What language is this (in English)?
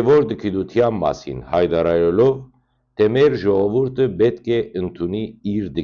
Western Armenian